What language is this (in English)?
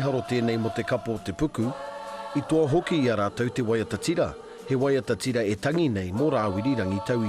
Māori